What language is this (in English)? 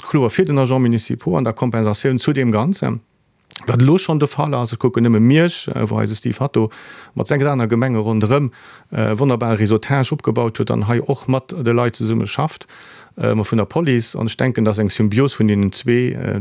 Luxembourgish